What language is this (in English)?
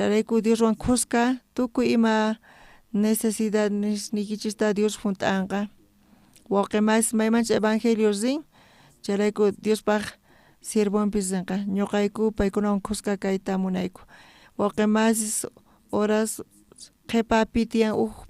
South Bolivian Quechua